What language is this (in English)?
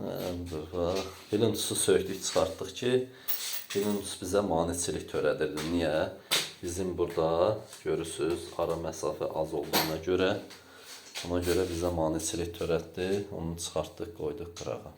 Azerbaijani